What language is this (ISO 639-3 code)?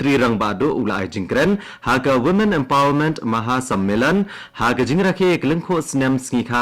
kha